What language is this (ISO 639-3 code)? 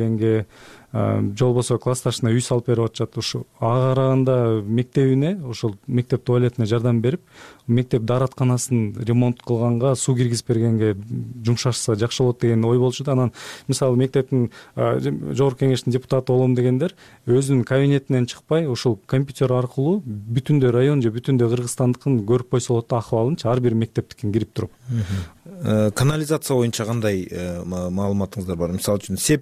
kir